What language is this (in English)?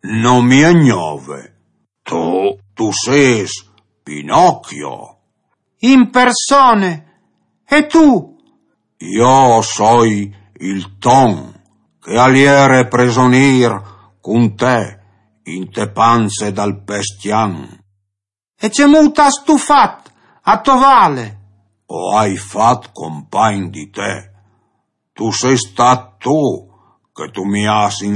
Friulian